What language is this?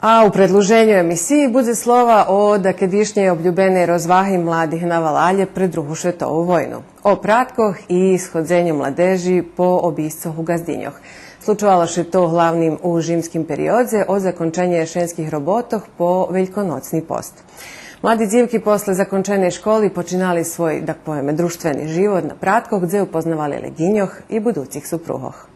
Rusyn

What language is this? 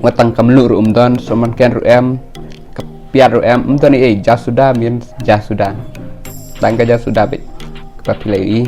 Khasi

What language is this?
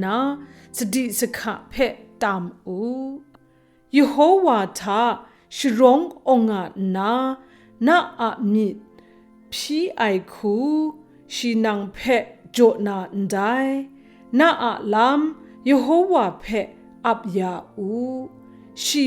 Kachin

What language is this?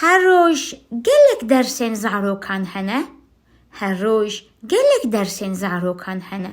Kurdish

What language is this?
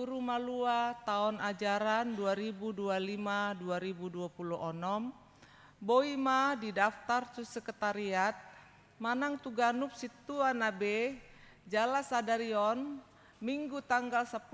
Batak Toba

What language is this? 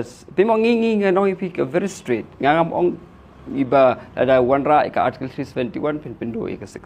Khasi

